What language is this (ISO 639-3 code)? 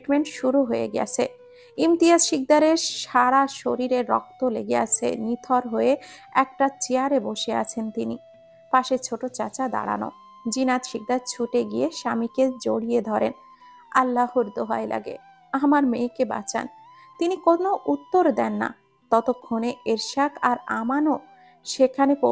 ben